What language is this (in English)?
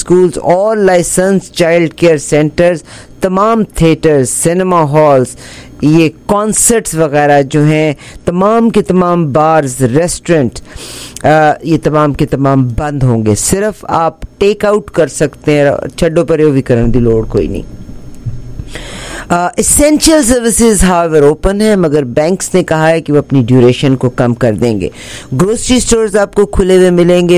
Hindi